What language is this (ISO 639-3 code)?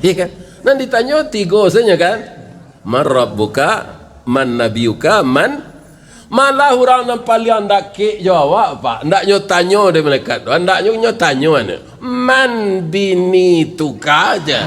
min